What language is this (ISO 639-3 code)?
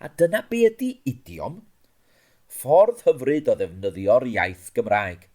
cym